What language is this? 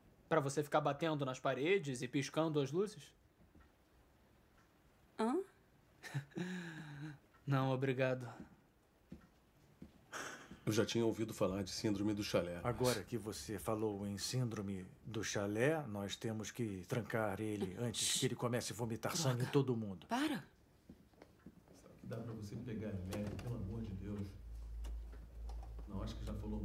Portuguese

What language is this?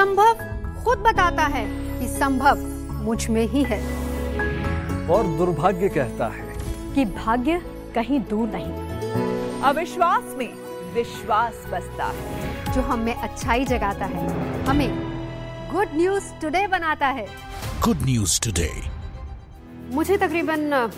Hindi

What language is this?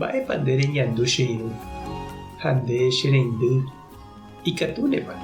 Guarani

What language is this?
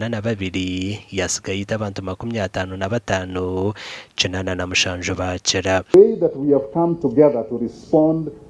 Nyankole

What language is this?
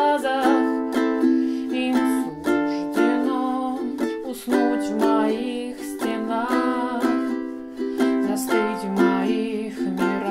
Russian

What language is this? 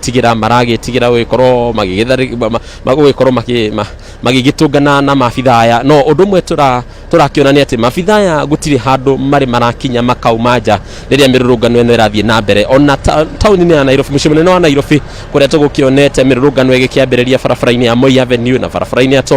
Kikuyu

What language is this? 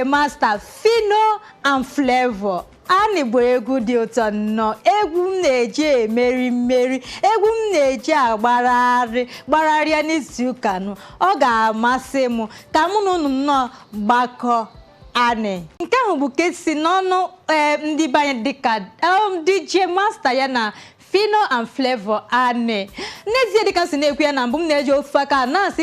Igbo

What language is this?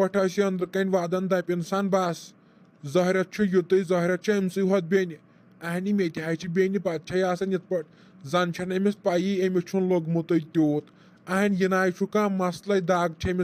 Kashmiri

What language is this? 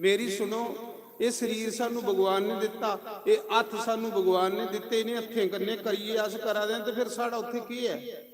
Dogri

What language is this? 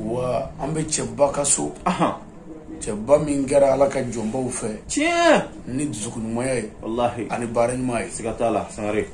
Bambara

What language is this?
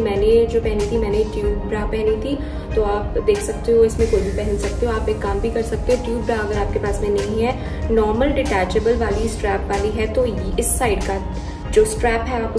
Hindi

